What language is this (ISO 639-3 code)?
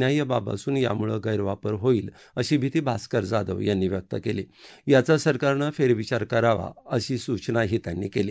mar